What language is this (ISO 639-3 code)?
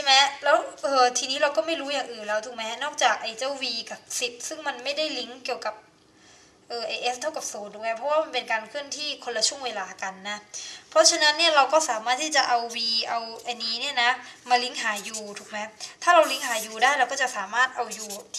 tha